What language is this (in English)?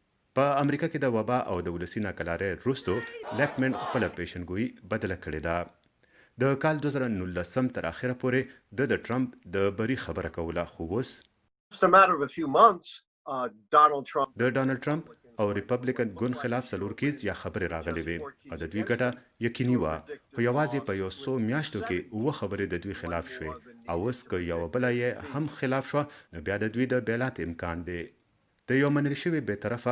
Pashto